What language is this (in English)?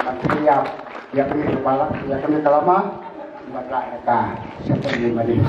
Khasi